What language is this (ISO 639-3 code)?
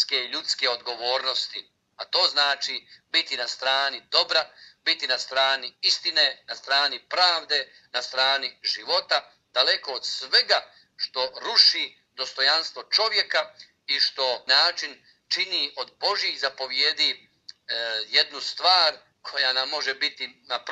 hrv